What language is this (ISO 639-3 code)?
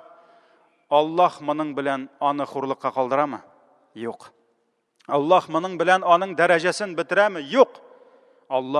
tat